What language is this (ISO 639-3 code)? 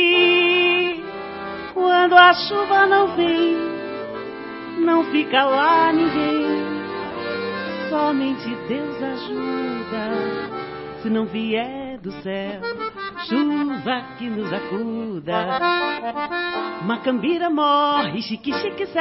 por